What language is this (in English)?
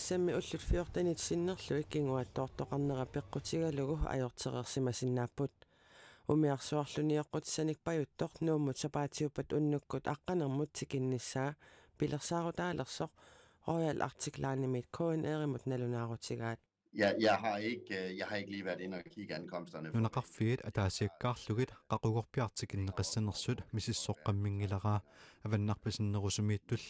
Kalaallisut